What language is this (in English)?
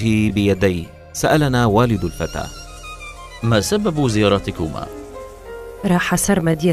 Arabic